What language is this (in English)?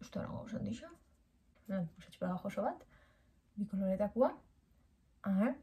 Basque